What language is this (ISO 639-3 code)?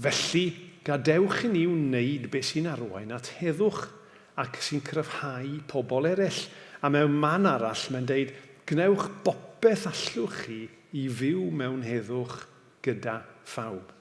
cym